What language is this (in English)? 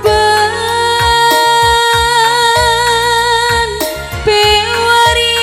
Batak Karo